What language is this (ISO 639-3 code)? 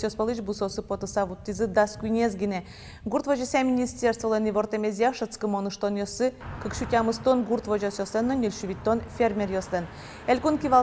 udm